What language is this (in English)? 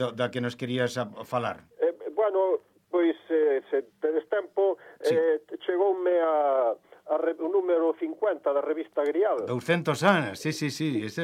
Galician